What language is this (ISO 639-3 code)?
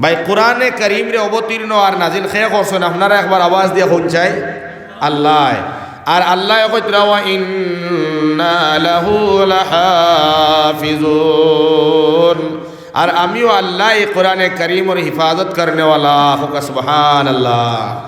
syl